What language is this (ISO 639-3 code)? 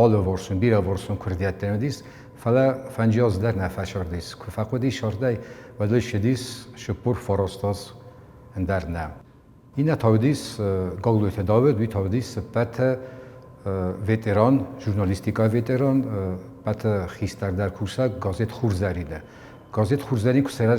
oss